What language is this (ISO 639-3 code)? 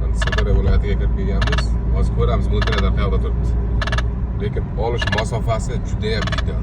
uzb